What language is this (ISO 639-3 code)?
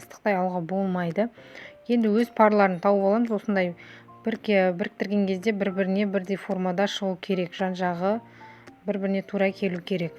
kaz